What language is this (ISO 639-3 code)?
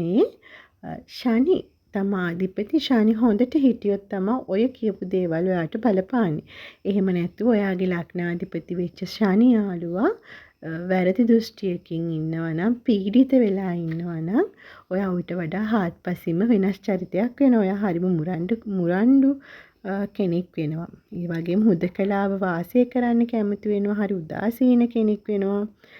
sin